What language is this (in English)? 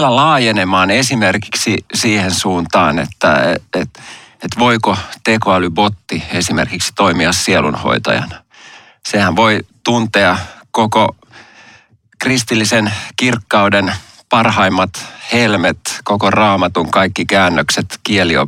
Finnish